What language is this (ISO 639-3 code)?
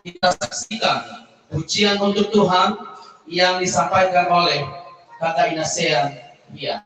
nia